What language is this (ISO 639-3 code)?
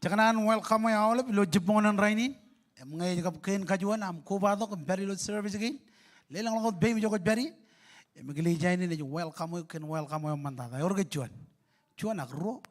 mah